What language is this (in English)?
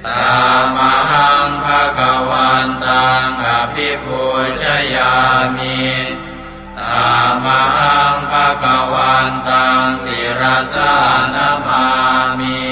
Pali